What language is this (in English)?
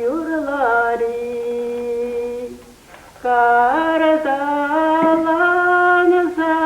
Chuvash